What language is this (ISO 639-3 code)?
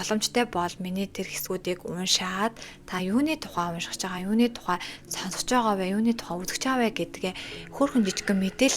mon